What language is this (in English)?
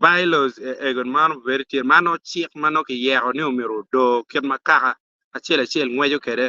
Acoli